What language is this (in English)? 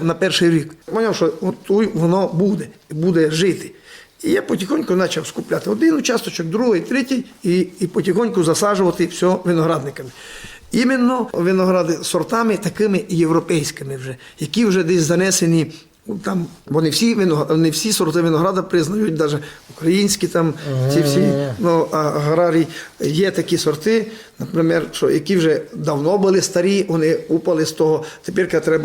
Rusyn